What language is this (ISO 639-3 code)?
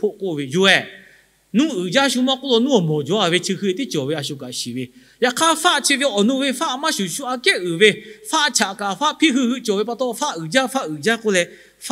lhu